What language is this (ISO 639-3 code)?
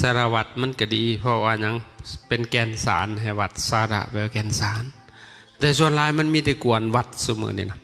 tts